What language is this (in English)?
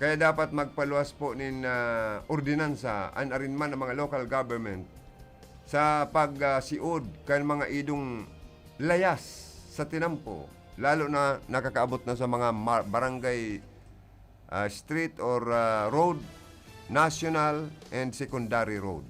Bikol